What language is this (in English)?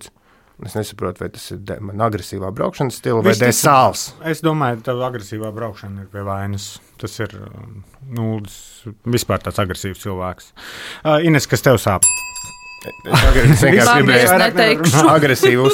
Latvian